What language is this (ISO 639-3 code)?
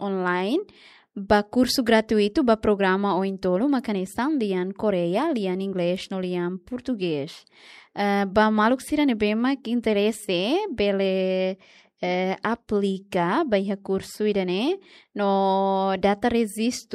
tet